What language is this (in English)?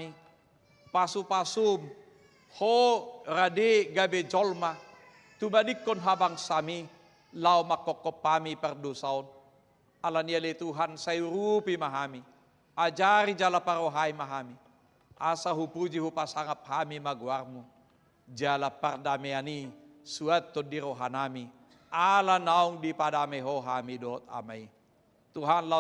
Batak Toba